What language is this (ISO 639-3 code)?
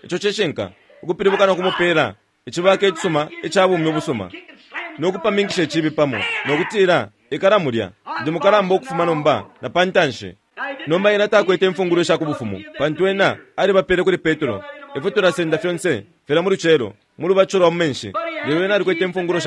bem